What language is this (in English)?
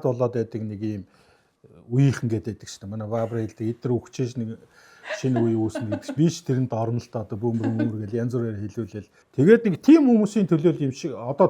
Mongolian